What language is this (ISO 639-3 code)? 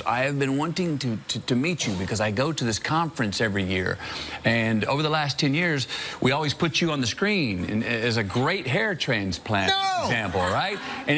eng